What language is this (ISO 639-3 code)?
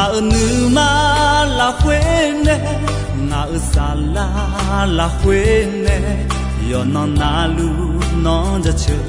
ahk